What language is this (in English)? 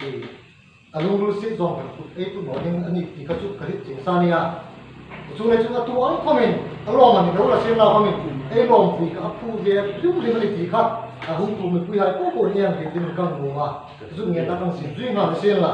Hmar